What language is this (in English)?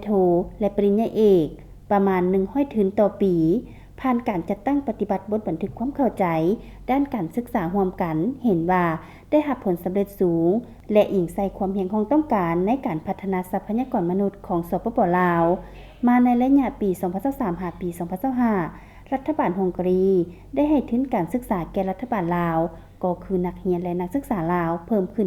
Lao